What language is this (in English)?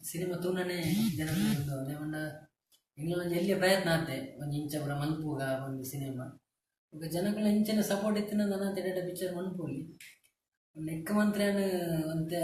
Tulu